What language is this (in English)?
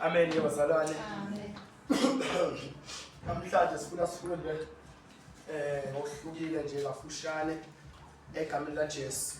Zulu